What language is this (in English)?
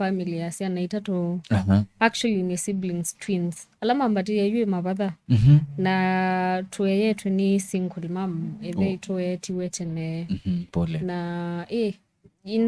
Kamba